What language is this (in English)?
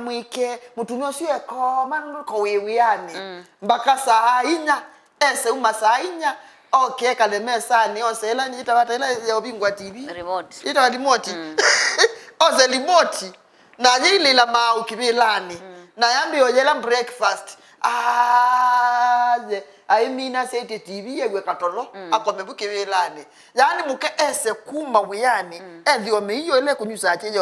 Kamba